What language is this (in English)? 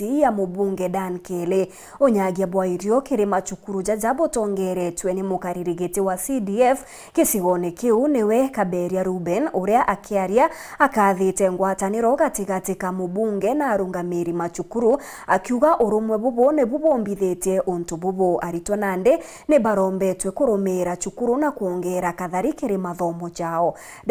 Meru